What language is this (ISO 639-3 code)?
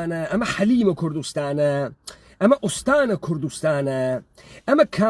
ckb